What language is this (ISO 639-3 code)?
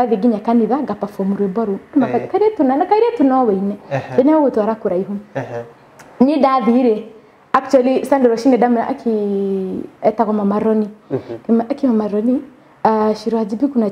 kik